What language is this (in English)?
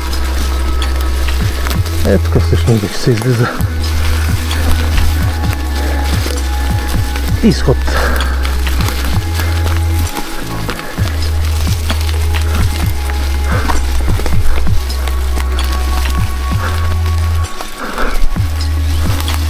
Bulgarian